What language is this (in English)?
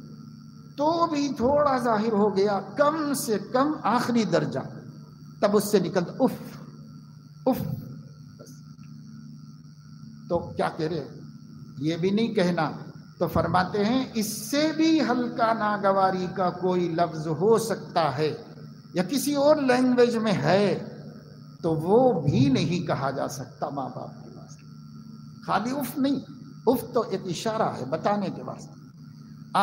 Urdu